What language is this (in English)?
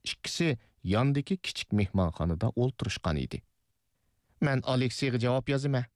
Uyghur